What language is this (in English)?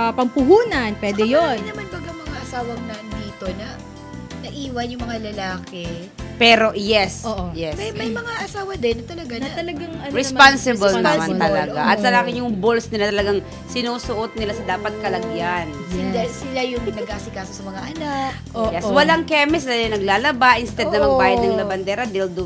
Filipino